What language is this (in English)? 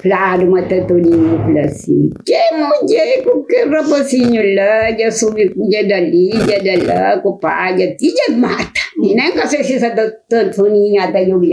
Kabuverdianu